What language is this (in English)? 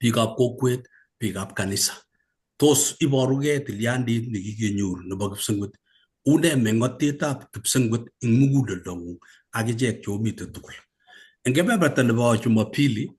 Kalenjin